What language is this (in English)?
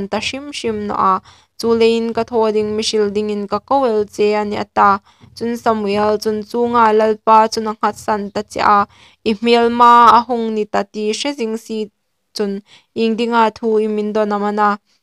Hmar